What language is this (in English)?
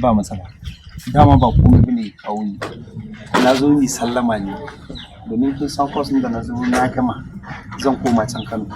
Hausa